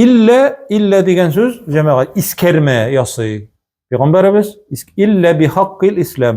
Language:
Tatar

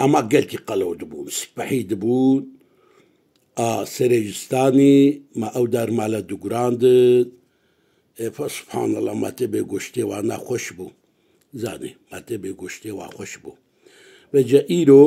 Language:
Kurdish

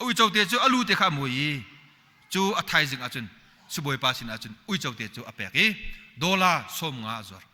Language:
Hakha Chin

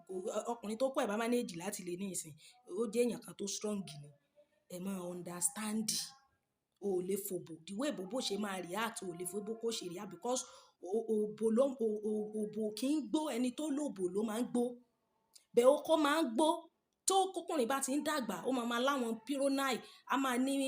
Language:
Yoruba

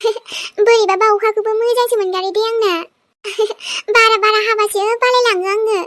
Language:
Bodo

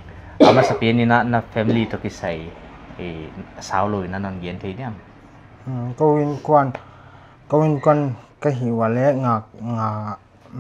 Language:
Paite Chin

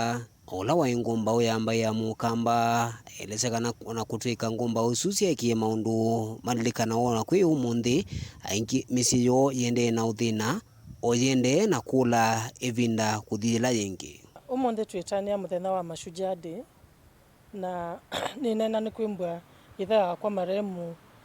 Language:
Kamba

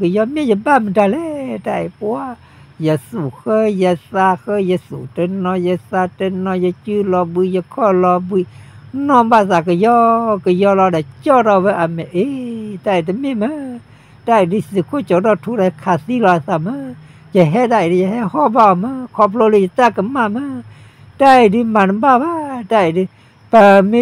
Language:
S'gaw Karen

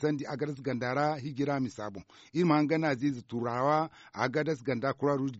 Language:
Zarma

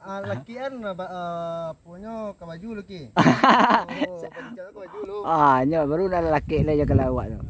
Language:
Minangkabau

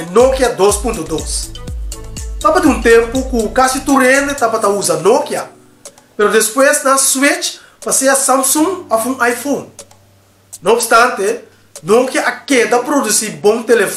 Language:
Papiamento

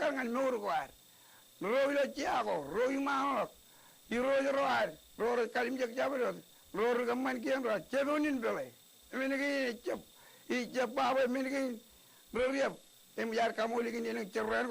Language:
Marshallese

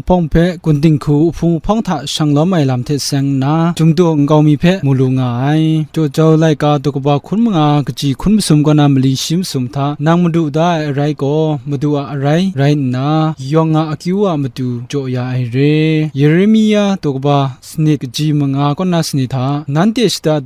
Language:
Kachin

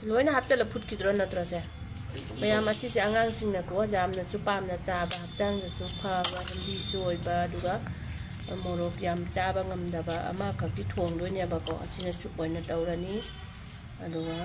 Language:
Manipuri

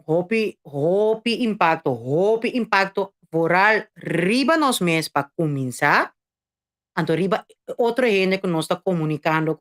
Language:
Papiamento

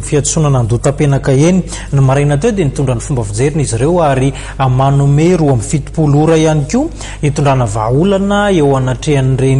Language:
Malagasy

